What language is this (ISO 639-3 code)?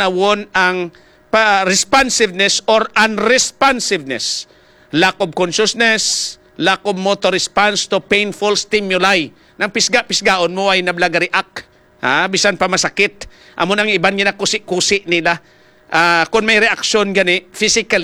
hil